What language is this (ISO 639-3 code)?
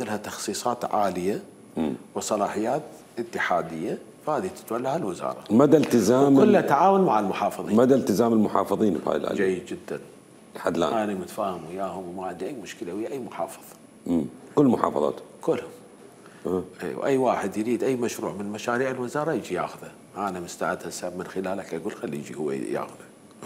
acm